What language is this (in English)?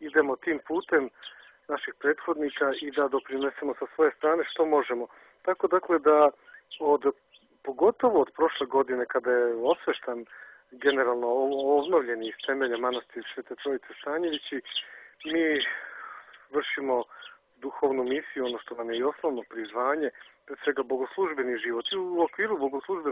Serbian